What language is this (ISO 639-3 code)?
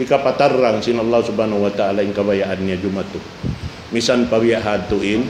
tsg